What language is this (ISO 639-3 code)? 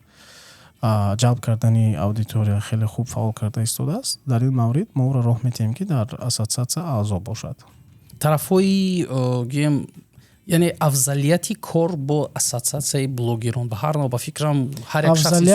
tgk